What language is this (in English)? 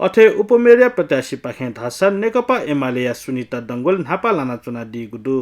Newari